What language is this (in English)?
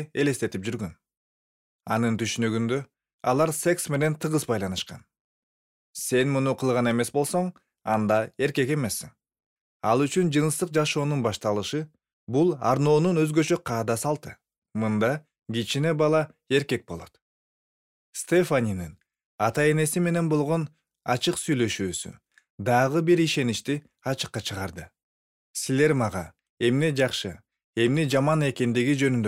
Kyrgyz